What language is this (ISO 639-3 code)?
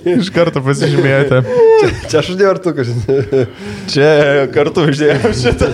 lit